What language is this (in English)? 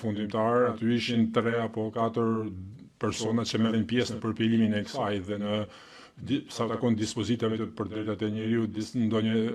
Albanian